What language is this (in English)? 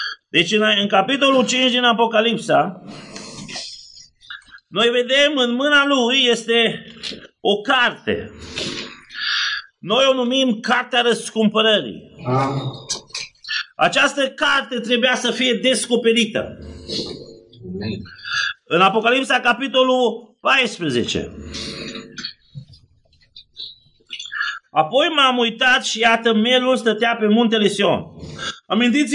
Romanian